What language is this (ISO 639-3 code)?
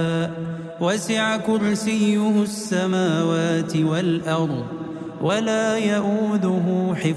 ara